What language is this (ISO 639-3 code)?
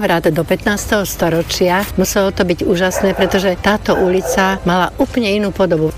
slk